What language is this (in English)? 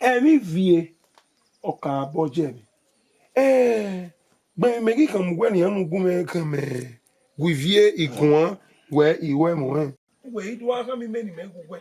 Bini